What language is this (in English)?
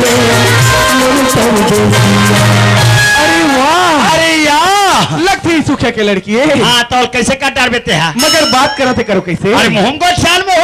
Chhattisgarhi